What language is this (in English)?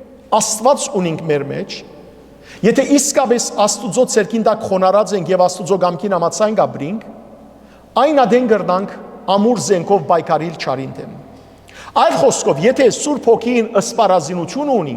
Western Armenian